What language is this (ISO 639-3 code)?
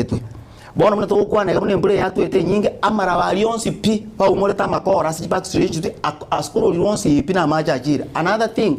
guz